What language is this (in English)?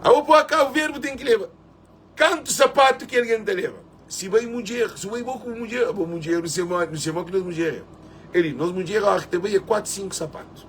Kabuverdianu